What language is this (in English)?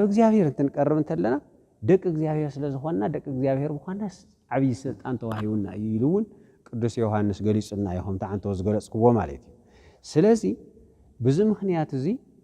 Tigrinya